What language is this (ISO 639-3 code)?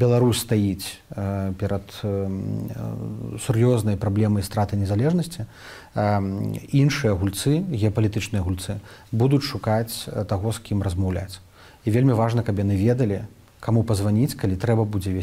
bel